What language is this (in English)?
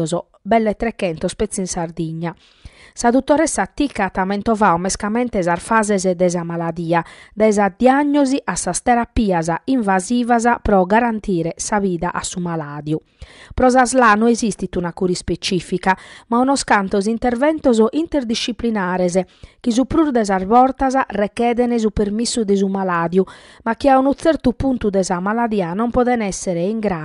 Sardinian